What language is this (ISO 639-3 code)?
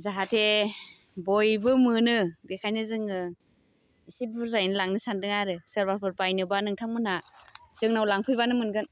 brx